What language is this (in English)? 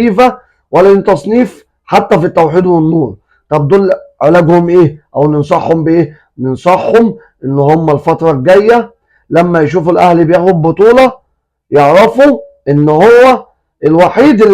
Egyptian Arabic